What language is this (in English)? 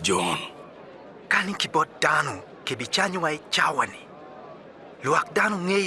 Acoli